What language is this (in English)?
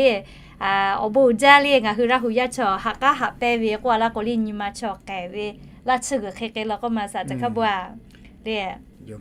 Lahu